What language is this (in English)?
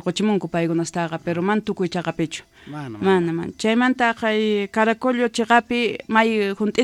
South Bolivian Quechua